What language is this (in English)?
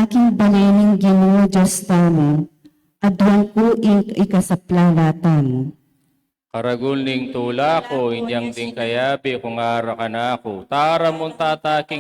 Pampanga